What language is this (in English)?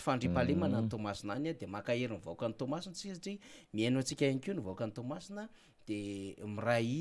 Malagasy